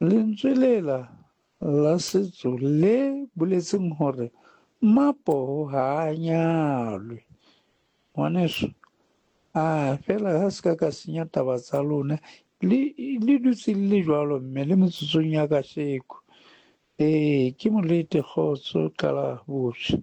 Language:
Southern Sotho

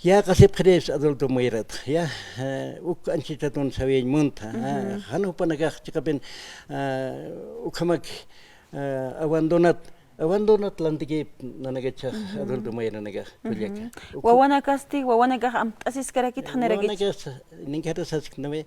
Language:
Aymara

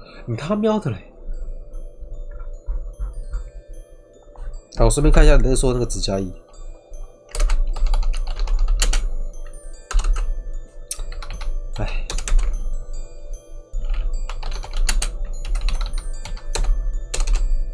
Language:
Chinese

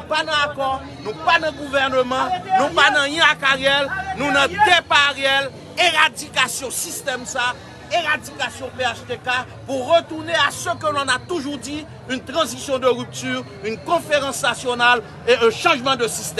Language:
Haitian Creole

